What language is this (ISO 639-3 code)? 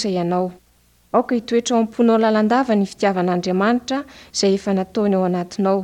mlg